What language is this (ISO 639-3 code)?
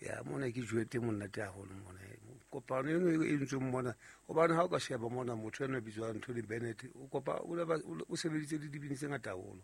sot